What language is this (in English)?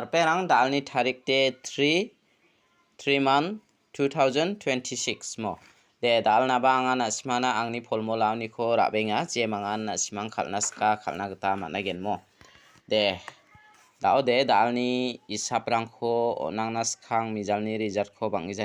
Garo